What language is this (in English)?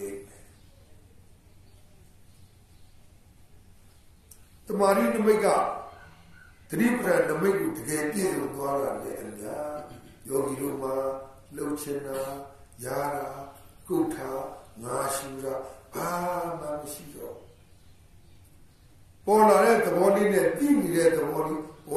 Burmese